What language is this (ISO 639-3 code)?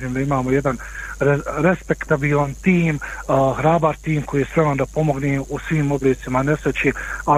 bos